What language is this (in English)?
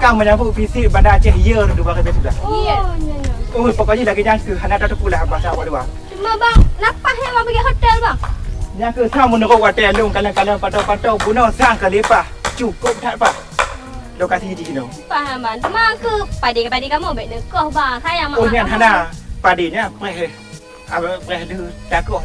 Achinese